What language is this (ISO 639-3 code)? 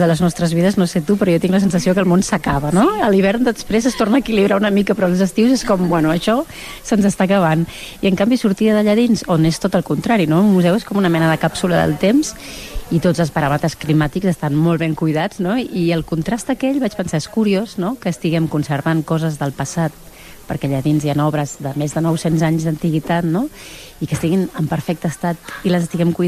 cat